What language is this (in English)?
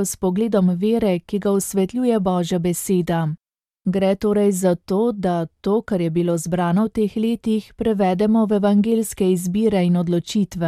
Slovenian